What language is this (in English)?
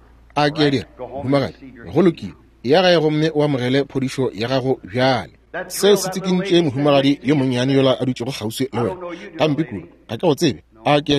Northern Sotho